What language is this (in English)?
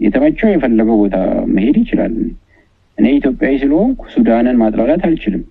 Amharic